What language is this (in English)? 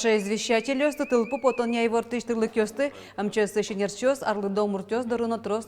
Udmurt